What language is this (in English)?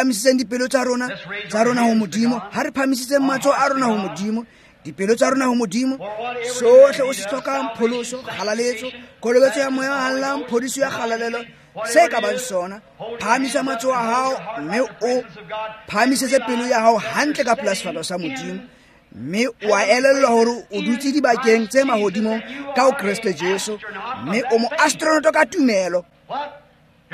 Tswana